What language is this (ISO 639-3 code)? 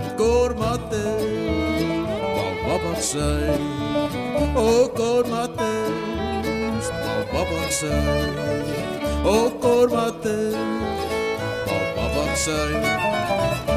est